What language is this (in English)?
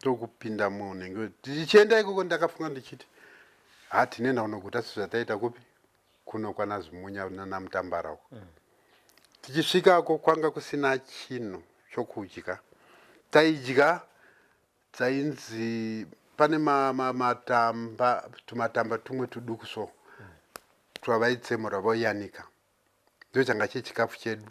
Shona